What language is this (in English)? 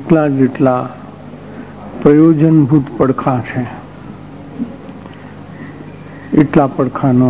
Gujarati